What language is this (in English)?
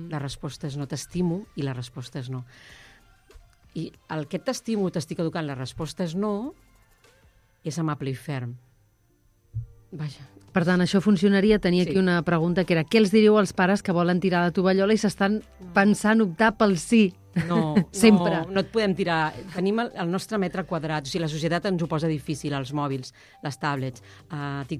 Catalan